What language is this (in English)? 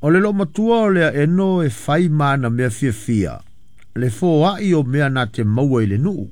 Samoan